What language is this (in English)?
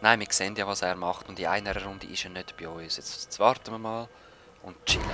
Swiss German